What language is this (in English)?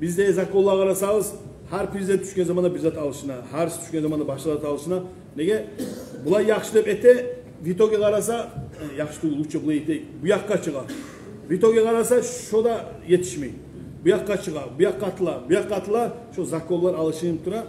Kumyk